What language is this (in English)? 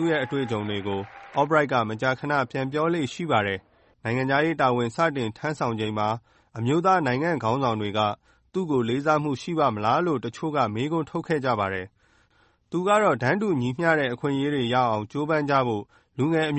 Burmese